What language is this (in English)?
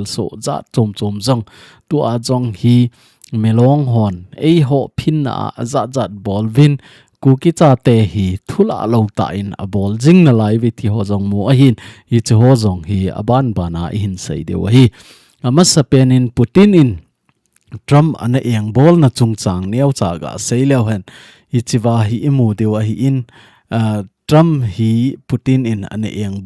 Thado Chin